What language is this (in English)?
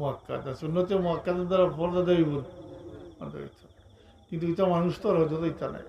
Sylheti